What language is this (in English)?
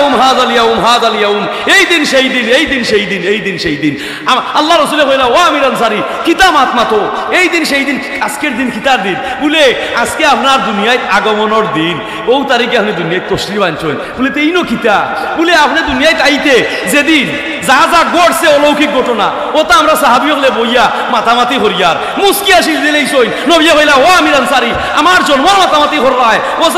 Sylheti